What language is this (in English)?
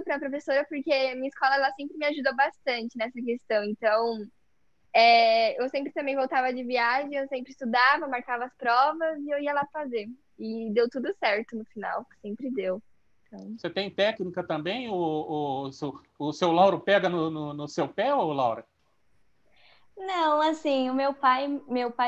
Portuguese